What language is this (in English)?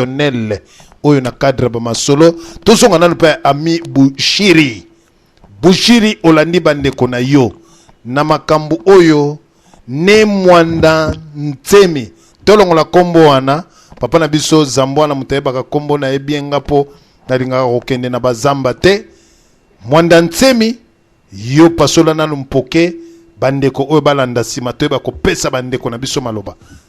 Lingala